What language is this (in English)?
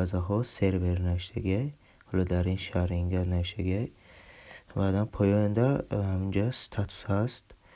Tajik